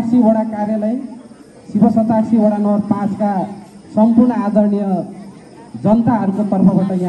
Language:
Nepali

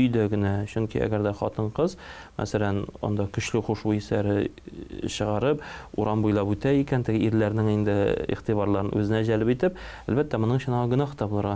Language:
Tatar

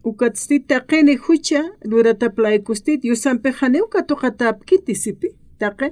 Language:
Aymara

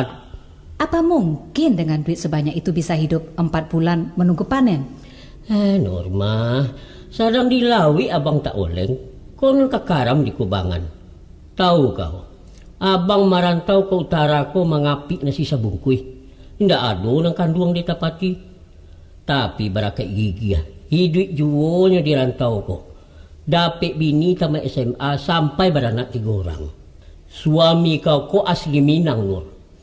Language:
Minangkabau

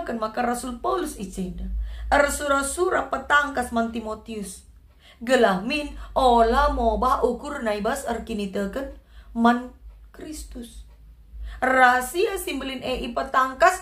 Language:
Batak Karo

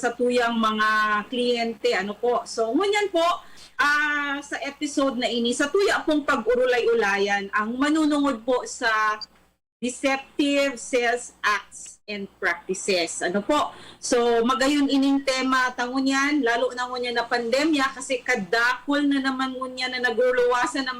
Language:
Bikol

